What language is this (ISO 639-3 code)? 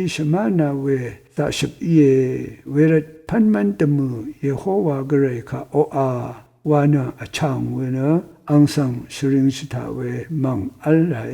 raw